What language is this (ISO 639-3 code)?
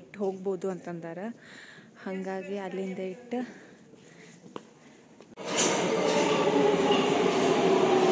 kan